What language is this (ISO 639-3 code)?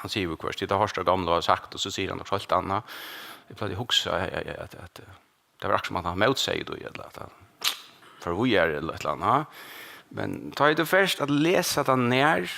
fao